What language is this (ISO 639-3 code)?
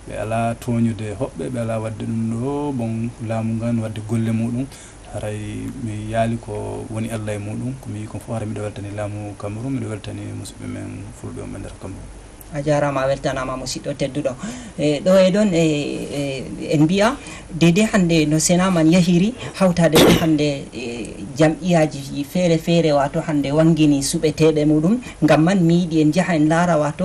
ful